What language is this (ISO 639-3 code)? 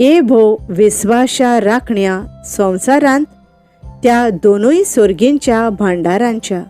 kok